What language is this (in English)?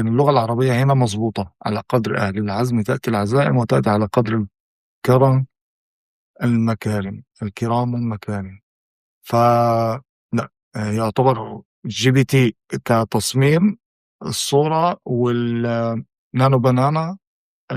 Egyptian Arabic